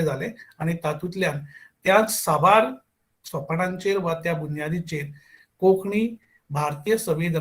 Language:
Konkani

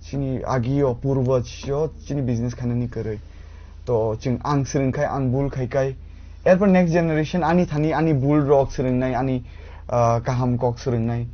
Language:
Kok Borok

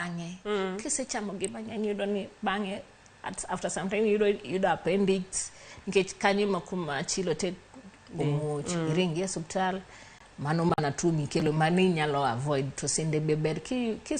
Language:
Luo (Kenya and Tanzania)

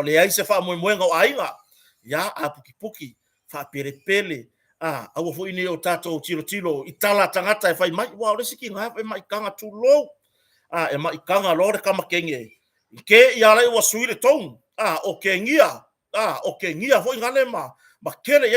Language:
Samoan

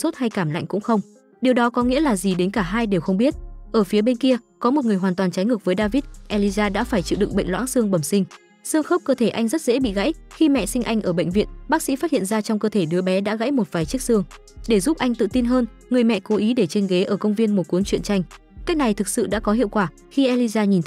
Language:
Vietnamese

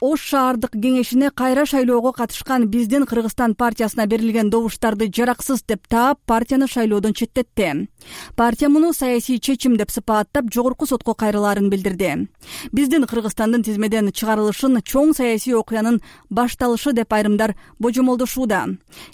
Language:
Kyrgyz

